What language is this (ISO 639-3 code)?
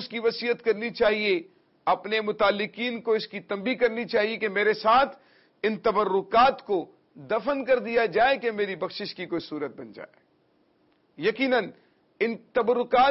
urd